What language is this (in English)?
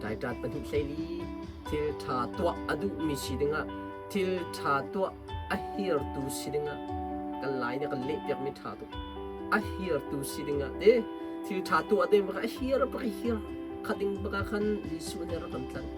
Hakha Chin